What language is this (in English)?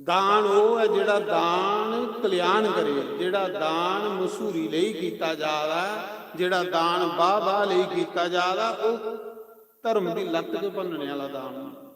Dogri